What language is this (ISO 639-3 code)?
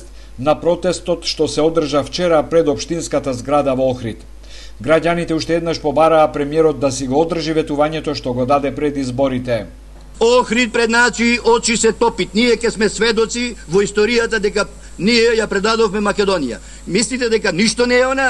mkd